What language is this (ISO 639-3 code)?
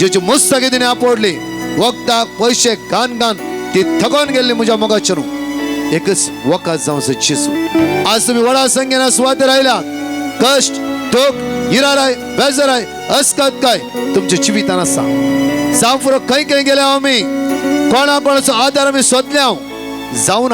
kok